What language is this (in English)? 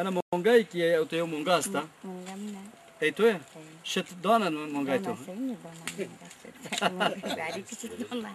Zaza